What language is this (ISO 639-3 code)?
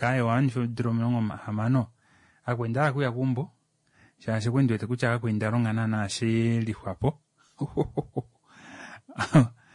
kua